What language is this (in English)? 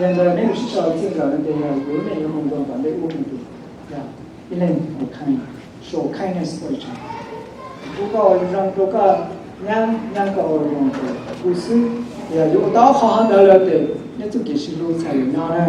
Hmong